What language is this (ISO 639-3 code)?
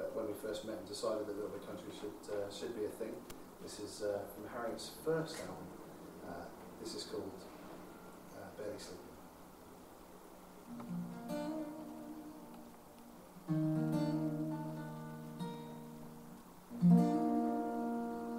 eng